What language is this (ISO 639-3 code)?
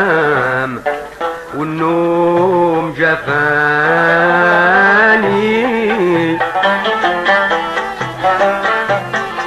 ara